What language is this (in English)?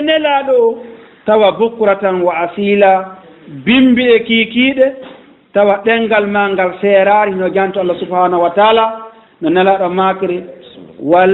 Fula